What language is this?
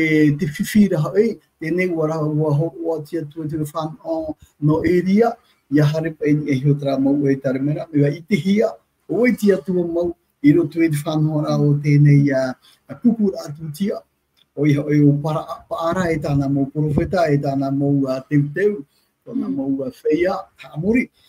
Tahitian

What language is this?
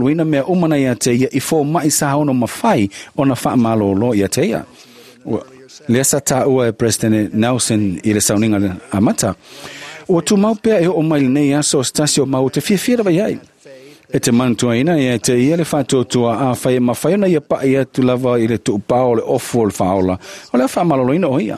Samoan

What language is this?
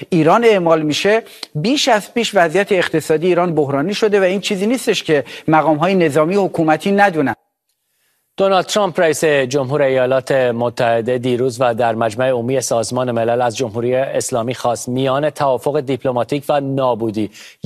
Persian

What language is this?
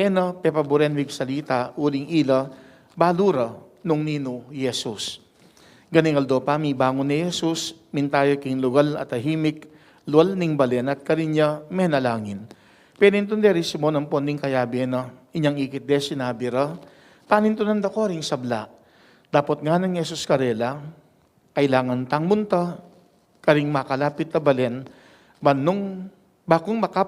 Pampanga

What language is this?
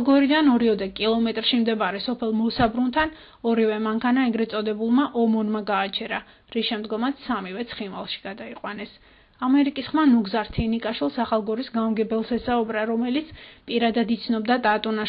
Georgian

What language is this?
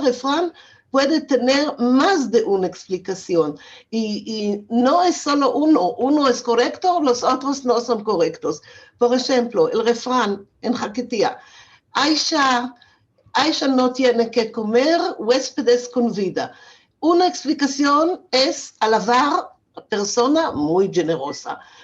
Ladino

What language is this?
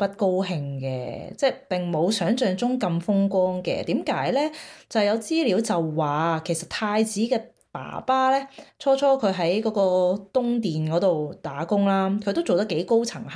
Cantonese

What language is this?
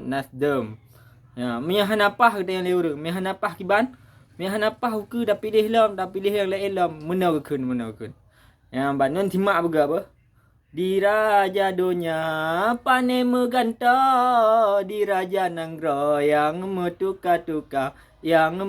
Achinese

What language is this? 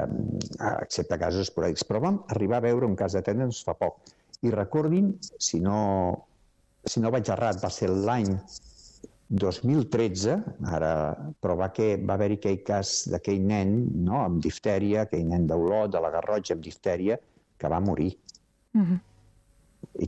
Catalan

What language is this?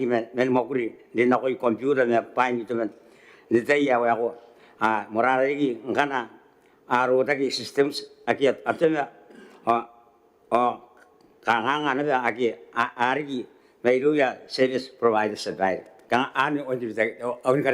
Gilbertese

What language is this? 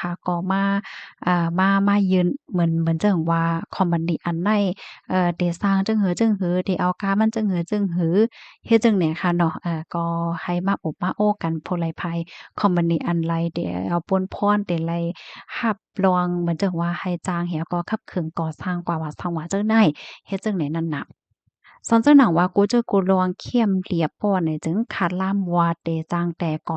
Shan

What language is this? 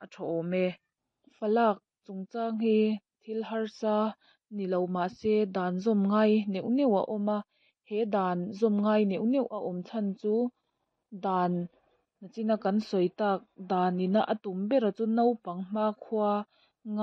Mizo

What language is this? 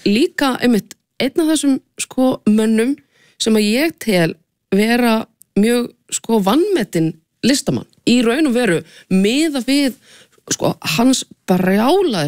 Icelandic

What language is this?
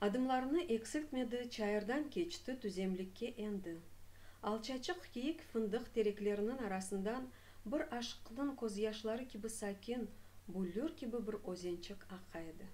Crimean Tatar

